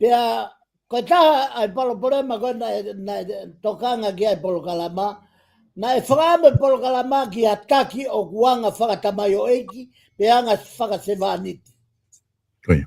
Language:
Tongan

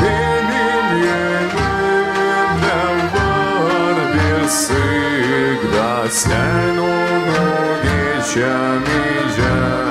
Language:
Gagauz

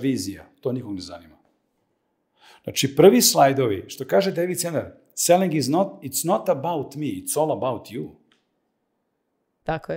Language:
Serbian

